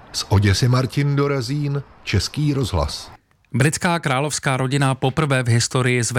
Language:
Czech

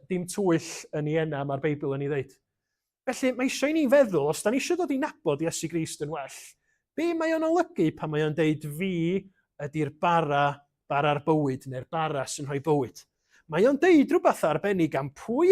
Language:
Welsh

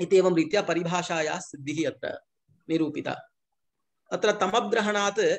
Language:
Sanskrit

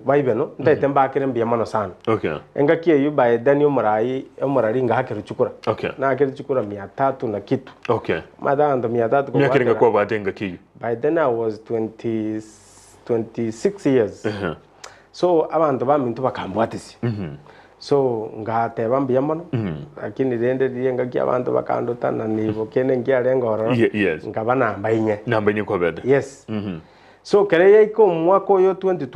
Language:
Gusii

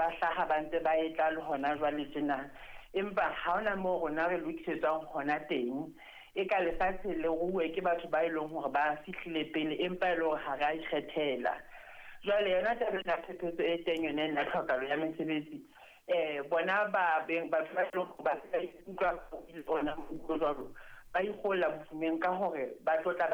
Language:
Southern Sotho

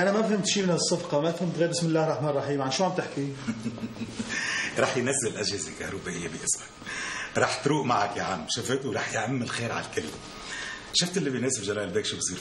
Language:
North Levantine Arabic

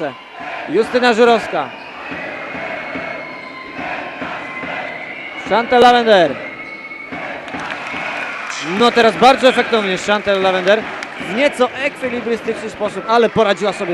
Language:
Polish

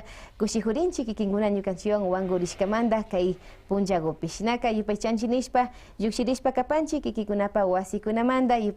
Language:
Imbabura Highland Quichua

